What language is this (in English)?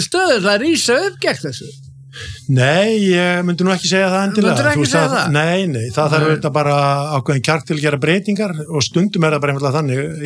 Icelandic